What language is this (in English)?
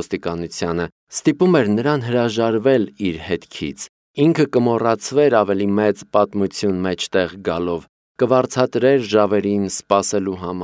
Armenian